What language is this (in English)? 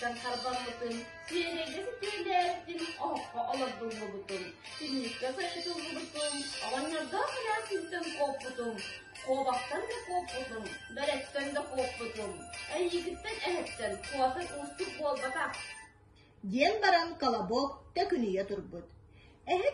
Yakut